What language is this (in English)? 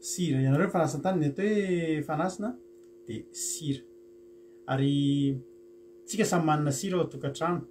Malagasy